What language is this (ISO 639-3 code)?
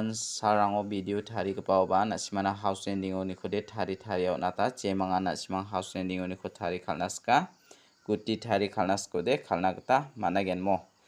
grt